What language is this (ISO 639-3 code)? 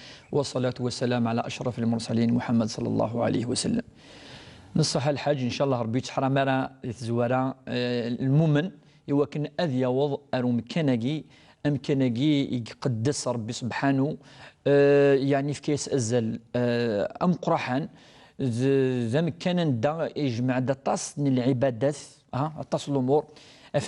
kab